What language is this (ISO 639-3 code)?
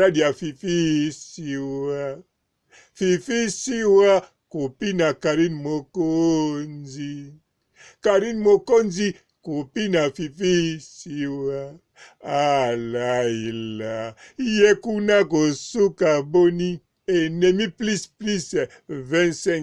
lin